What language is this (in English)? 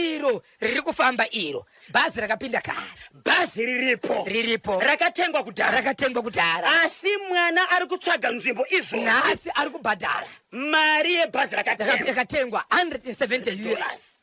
Shona